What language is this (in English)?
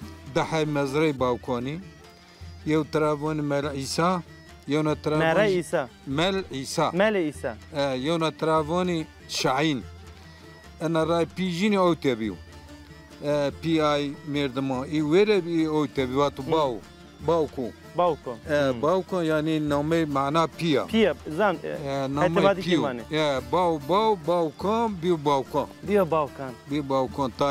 Zaza